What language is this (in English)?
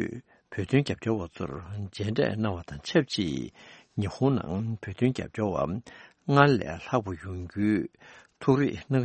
Tibetan